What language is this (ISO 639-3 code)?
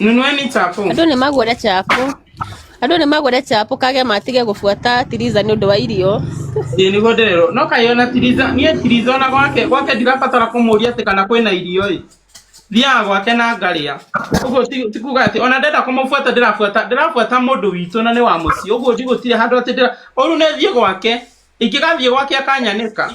kik